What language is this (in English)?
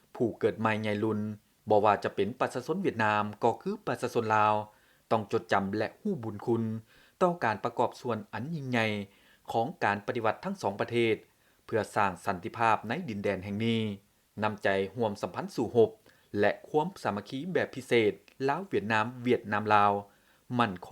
Lao